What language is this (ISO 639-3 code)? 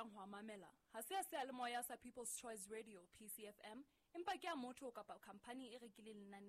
sot